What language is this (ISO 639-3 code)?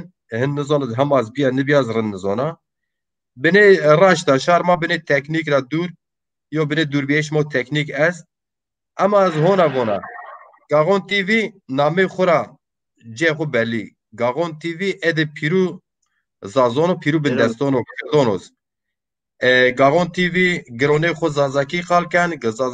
zza